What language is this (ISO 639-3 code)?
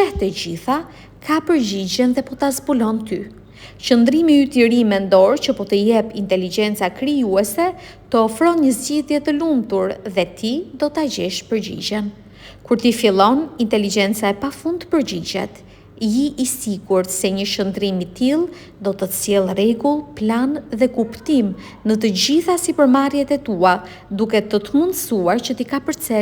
sqi